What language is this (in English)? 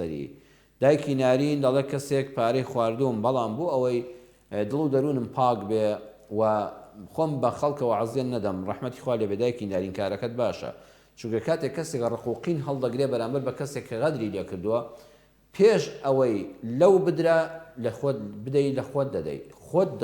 Central Kurdish